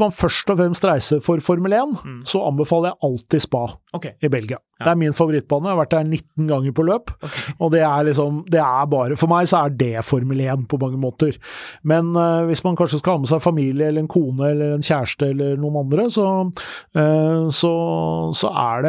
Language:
Norwegian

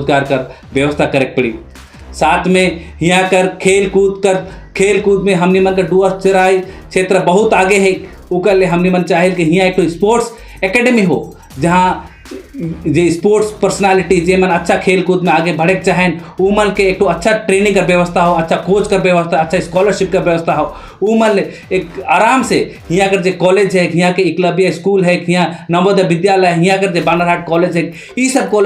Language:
Sadri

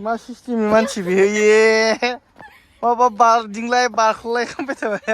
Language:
Bodo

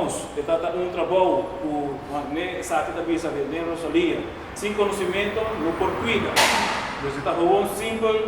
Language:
Papiamento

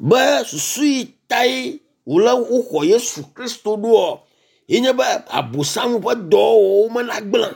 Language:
Ewe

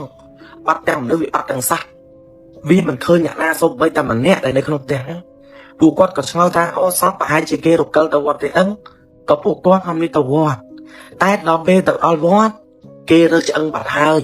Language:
Khmer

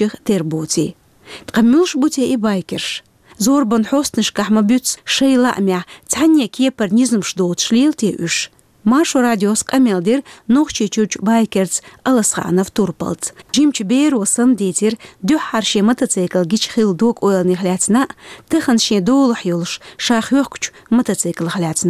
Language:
Chechen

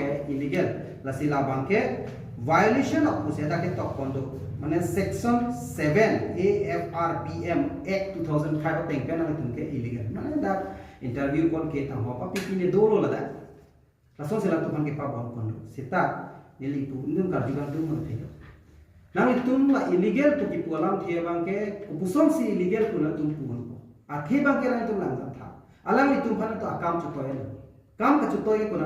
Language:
Karbi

